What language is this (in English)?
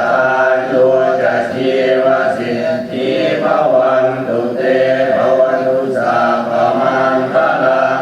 Pali